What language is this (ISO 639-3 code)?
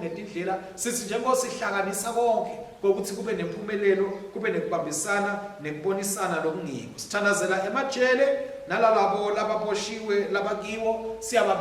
ssw